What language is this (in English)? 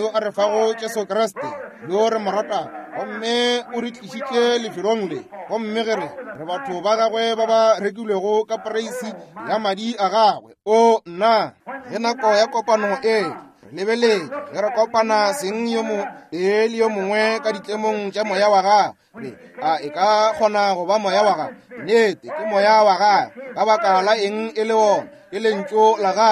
Northern Sotho